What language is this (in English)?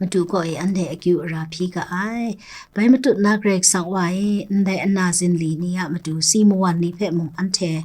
Kachin